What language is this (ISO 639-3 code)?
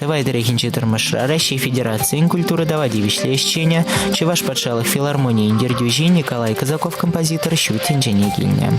chv